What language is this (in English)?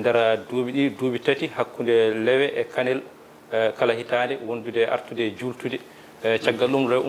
Fula